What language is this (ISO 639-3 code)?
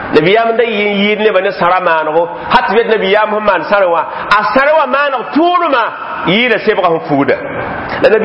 mos